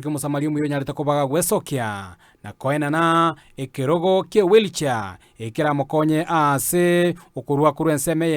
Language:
Gusii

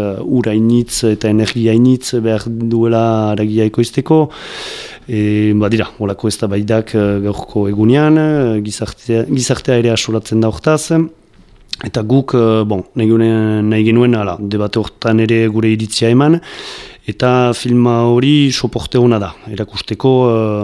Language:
Basque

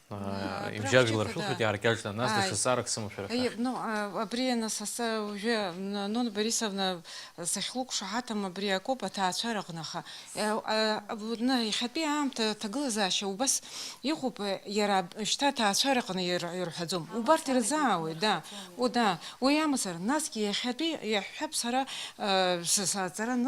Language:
Abkhazian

